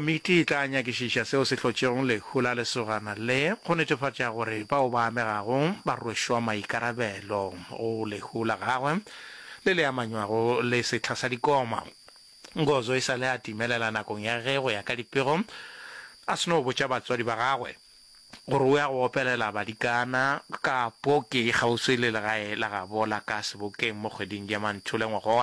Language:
Northern Sotho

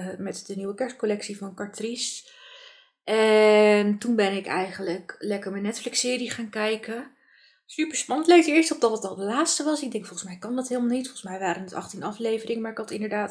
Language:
Dutch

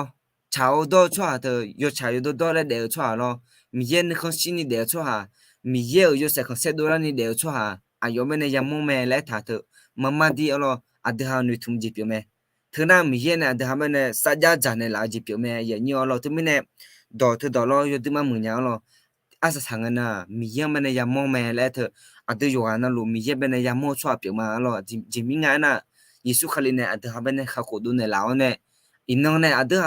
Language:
Akha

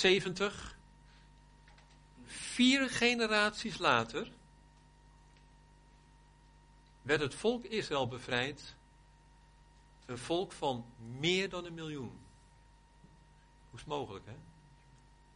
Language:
Dutch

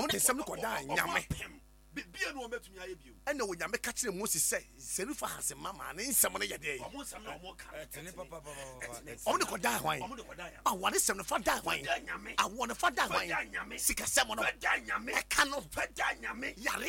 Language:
Akan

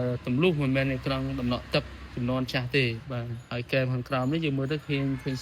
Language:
Khmer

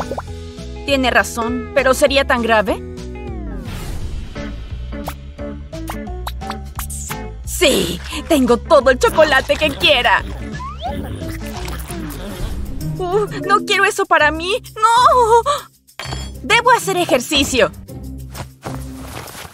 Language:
Spanish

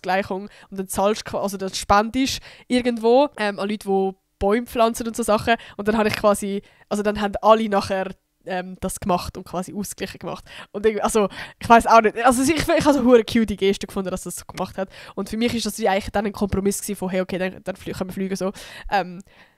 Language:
Swiss German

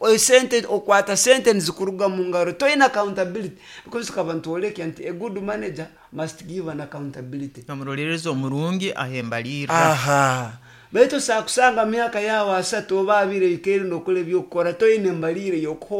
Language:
Nyoro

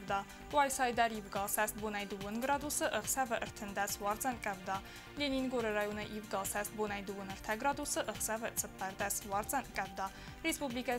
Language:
Ossetic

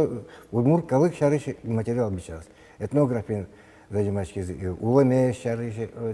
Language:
Udmurt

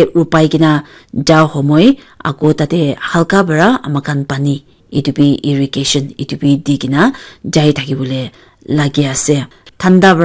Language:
Naga Pidgin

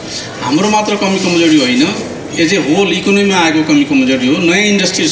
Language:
Nepali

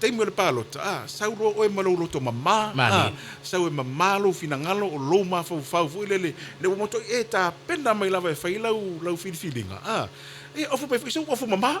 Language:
Samoan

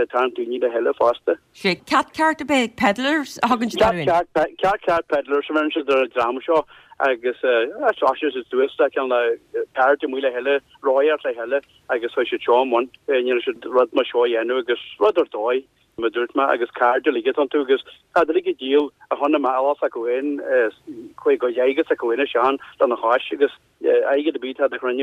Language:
Irish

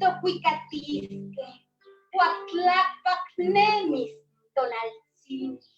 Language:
Eastern Huasteca Nahuatl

